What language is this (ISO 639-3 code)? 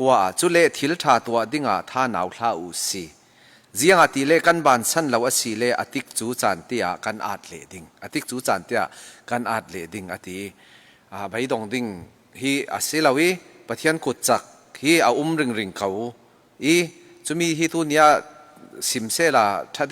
cfm